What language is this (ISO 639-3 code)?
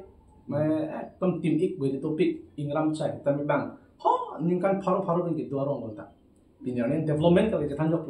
mjw